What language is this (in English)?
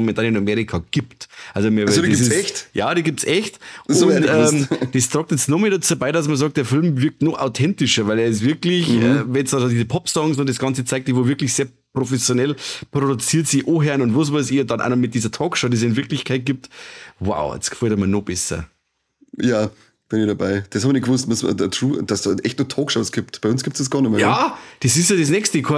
Bavarian